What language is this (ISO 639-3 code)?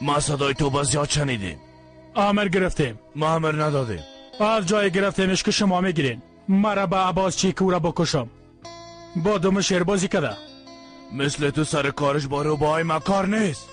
fas